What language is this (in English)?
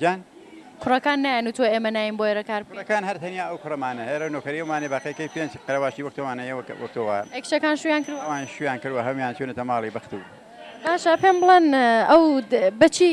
Central Kurdish